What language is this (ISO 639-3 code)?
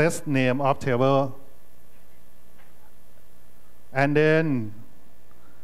eng